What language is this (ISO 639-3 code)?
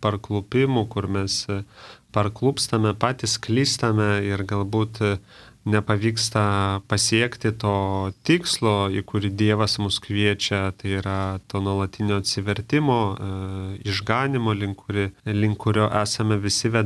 lit